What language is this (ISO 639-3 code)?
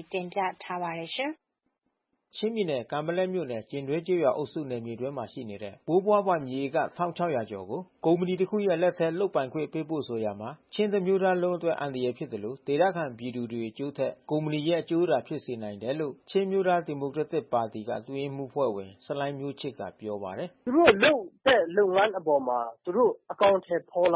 mya